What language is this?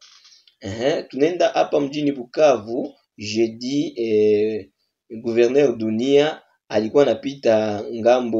Swahili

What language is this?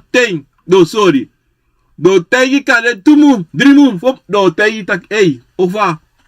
Sranan Tongo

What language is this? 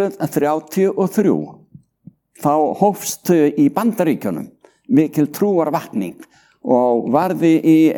Icelandic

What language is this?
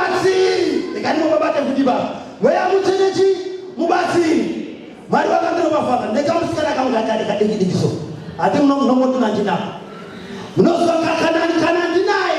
Shona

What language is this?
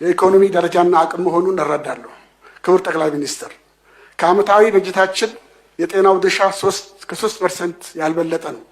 Amharic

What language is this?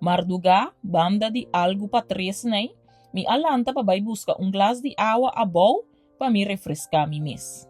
Papiamento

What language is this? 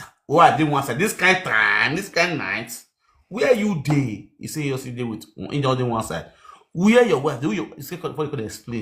Nigerian Pidgin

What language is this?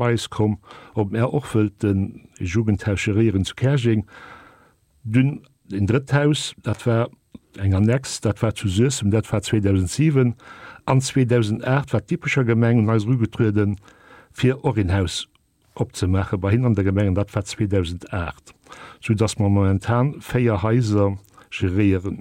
Luxembourgish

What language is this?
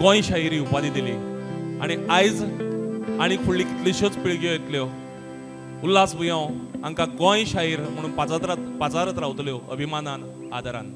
Konkani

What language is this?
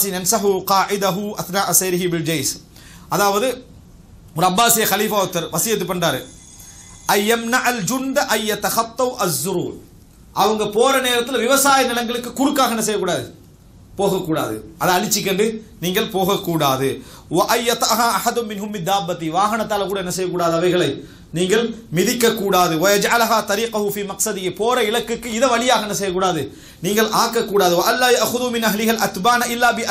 Tamil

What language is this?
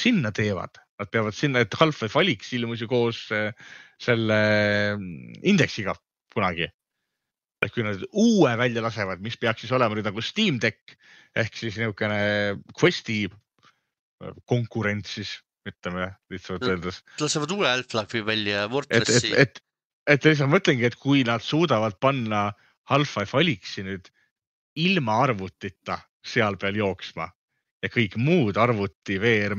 Estonian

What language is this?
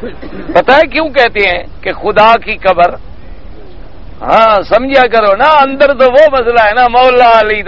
Urdu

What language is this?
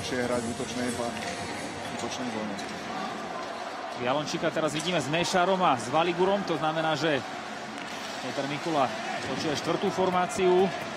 Slovak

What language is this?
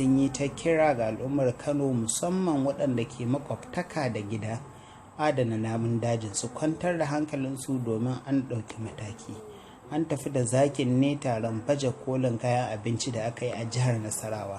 Hausa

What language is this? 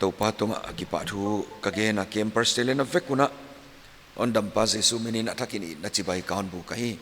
Paite Chin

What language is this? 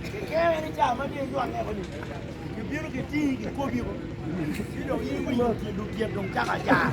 Acoli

